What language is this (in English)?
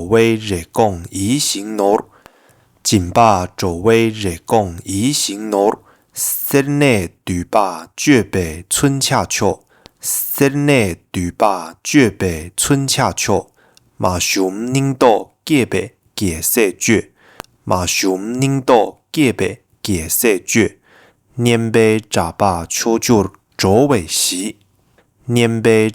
Tibetan